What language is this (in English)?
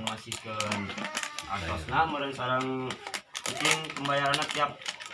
Sundanese